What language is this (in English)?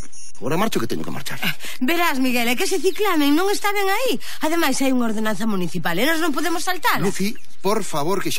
Galician